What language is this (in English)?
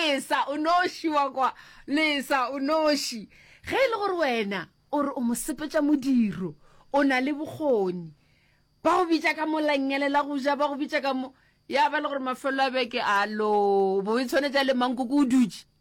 Northern Sotho